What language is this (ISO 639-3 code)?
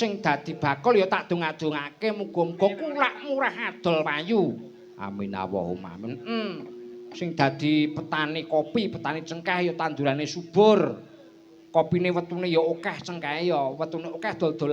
jav